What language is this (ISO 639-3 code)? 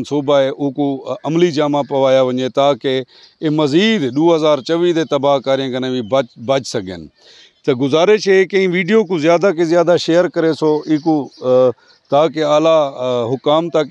skr